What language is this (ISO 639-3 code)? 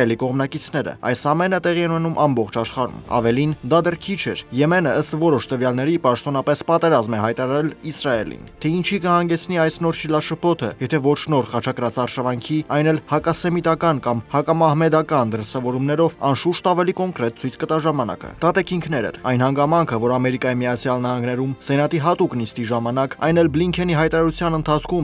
hye